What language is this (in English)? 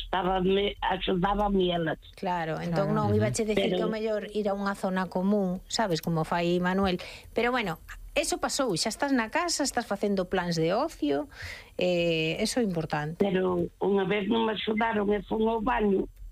Galician